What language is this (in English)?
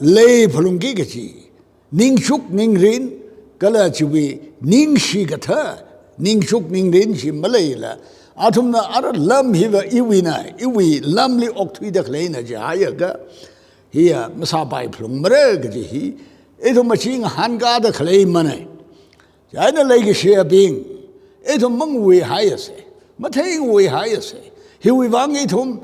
Tangkhul Naga (India)